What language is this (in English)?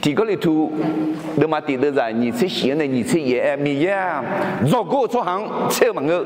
Akha